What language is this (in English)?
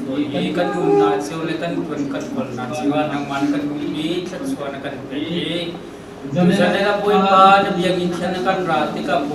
Hakha Chin